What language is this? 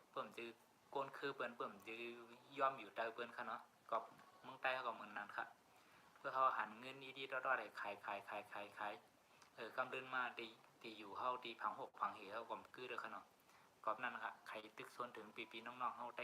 Shan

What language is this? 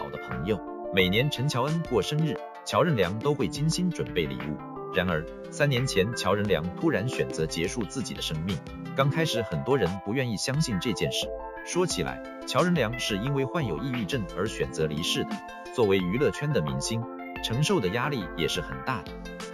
Chinese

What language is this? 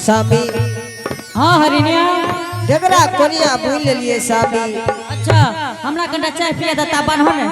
Angika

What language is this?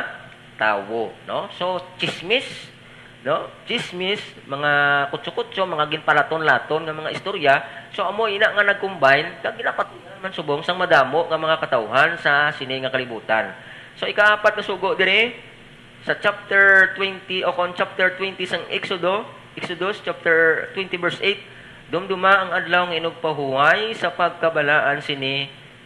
Hiligaynon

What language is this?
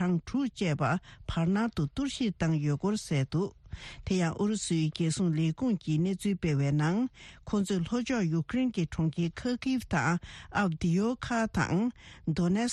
Tibetan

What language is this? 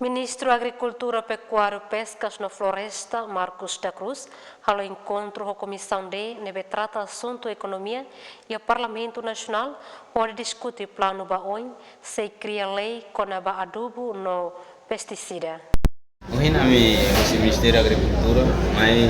Tetum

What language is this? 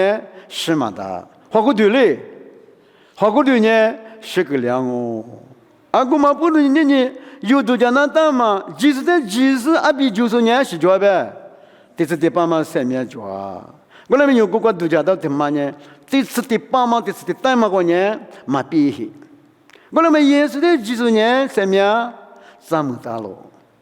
Lisu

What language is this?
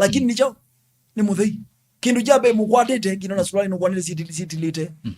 Kamba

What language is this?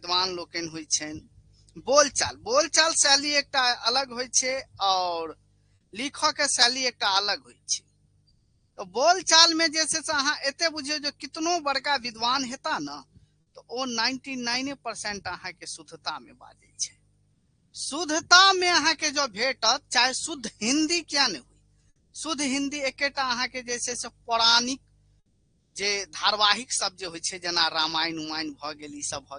Maithili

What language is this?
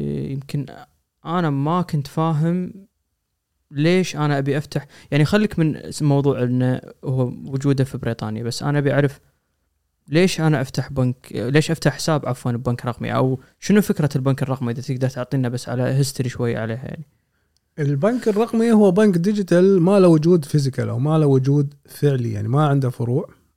Gulf Arabic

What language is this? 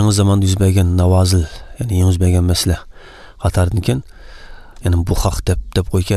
Uyghur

